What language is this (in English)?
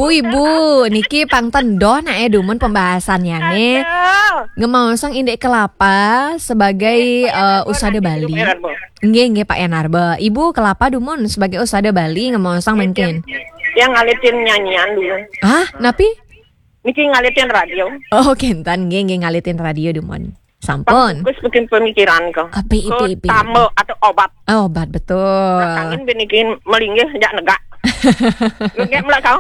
Balinese